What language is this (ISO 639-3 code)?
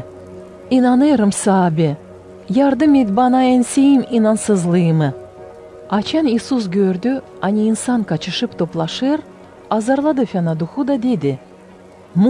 gag